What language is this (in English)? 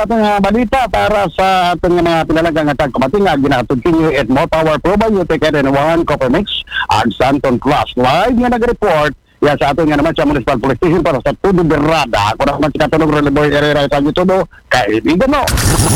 Aklanon